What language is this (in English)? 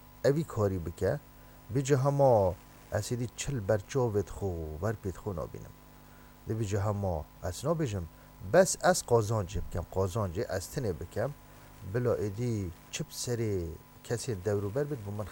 Kurdish